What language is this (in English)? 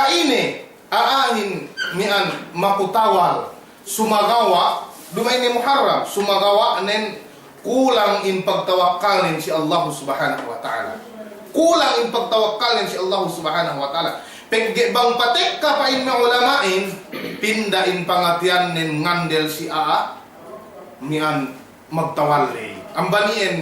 Yakan